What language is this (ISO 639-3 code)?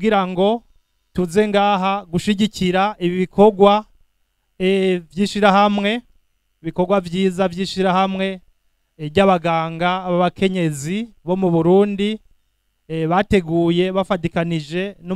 run